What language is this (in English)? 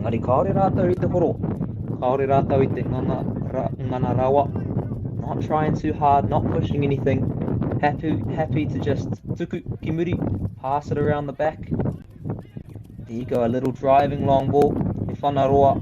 Māori